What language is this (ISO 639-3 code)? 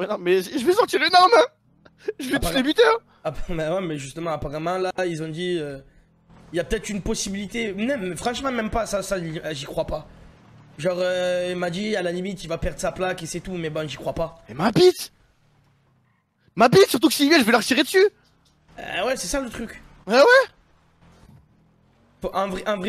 fra